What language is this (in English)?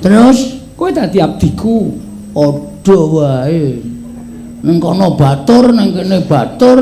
Javanese